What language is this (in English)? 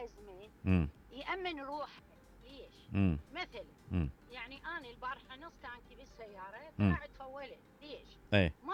Mesopotamian Arabic